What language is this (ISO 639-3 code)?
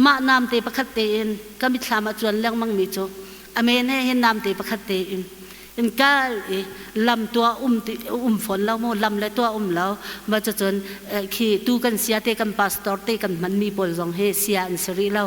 cnh